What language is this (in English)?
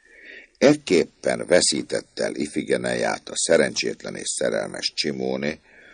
Hungarian